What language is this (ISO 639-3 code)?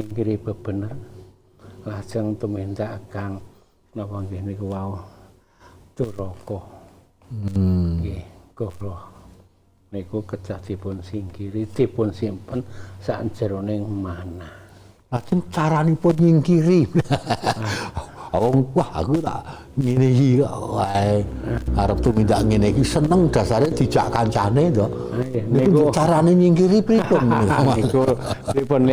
jav